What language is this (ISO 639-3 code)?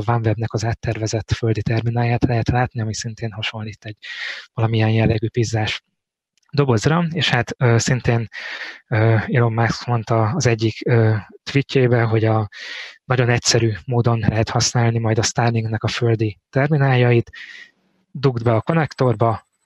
hun